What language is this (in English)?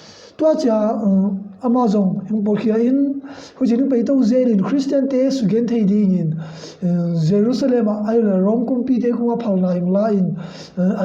Tedim Chin